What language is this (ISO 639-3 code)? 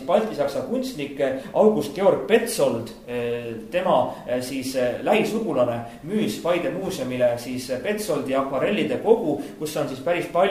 est